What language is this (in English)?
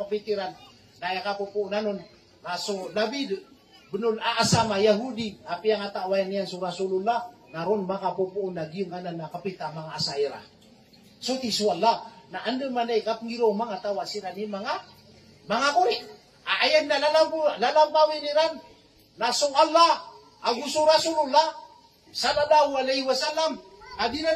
Maranao